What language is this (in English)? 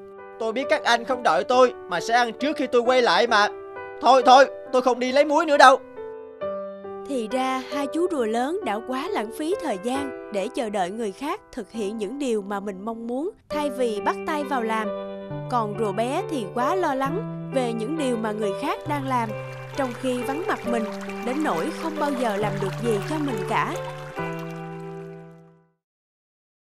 Vietnamese